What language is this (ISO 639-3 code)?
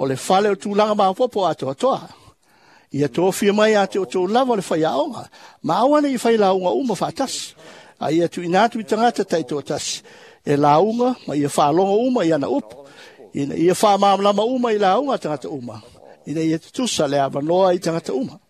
smo